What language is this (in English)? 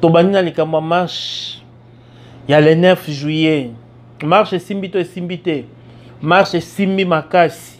Lingala